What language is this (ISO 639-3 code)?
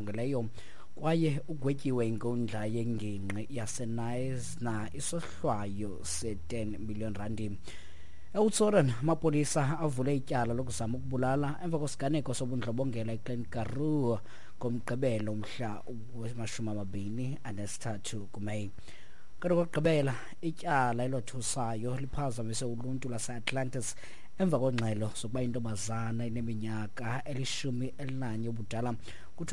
xho